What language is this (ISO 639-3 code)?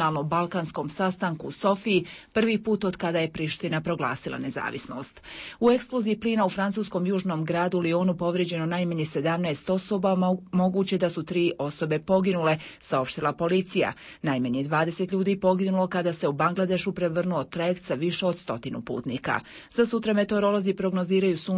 bos